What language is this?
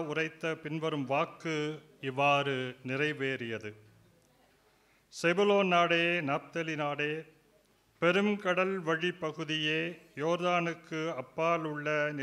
Tamil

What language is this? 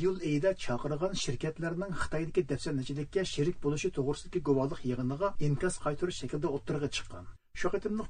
Uyghur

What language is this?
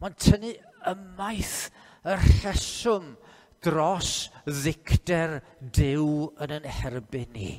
Welsh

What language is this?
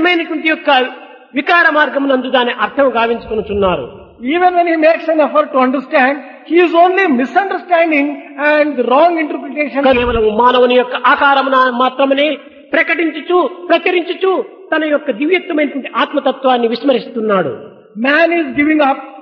Telugu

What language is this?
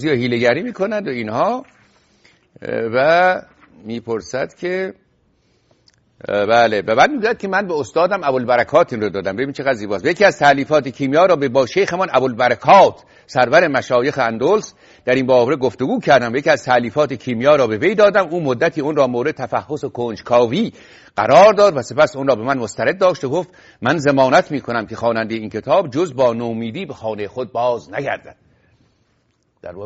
Persian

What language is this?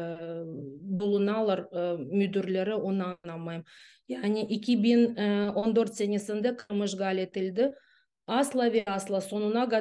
Crimean Tatar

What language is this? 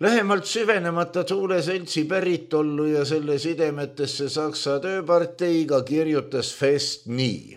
Estonian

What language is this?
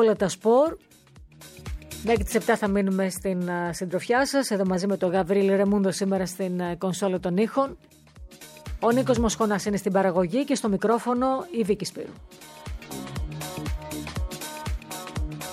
Greek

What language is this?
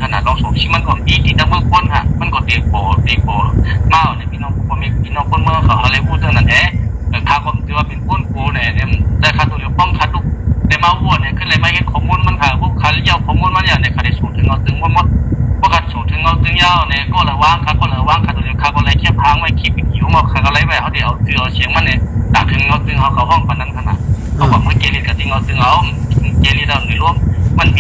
Shan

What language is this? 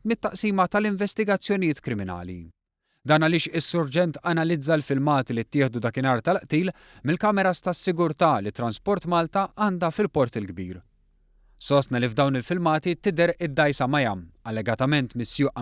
Maltese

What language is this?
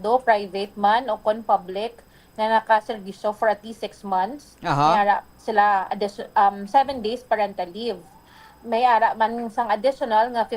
Hiligaynon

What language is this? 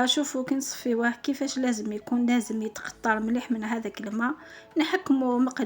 Algerian Arabic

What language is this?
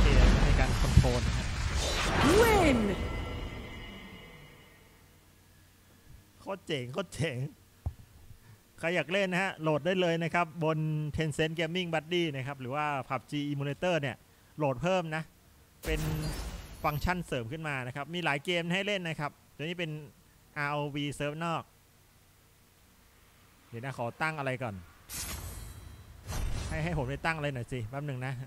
Thai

